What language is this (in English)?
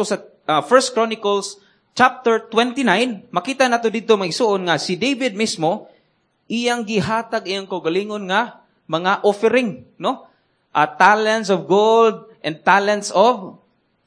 Cebuano